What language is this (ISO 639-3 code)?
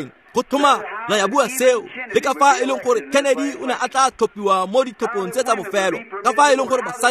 tsn